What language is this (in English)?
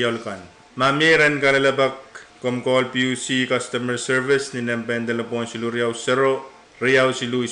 Pohnpeian